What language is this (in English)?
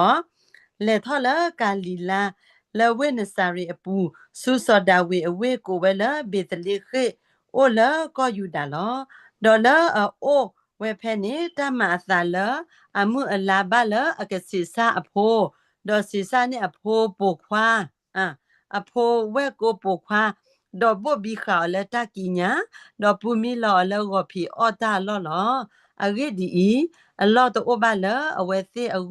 S'gaw Karen